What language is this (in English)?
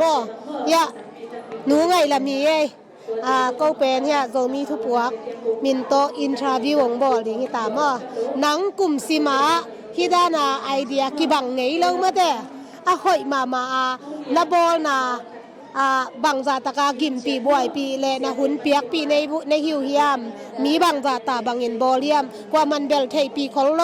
Tedim Chin